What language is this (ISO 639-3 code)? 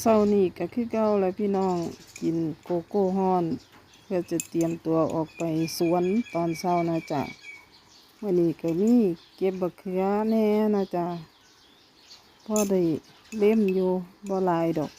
lao